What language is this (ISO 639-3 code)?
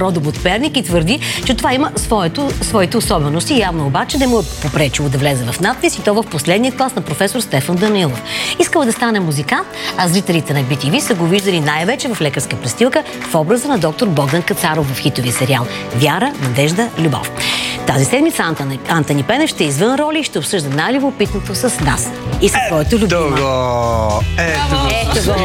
bul